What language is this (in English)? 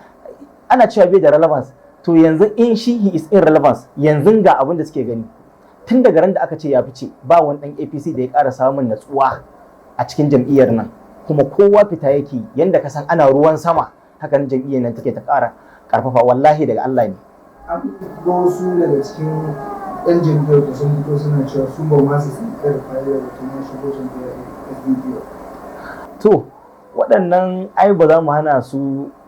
Hausa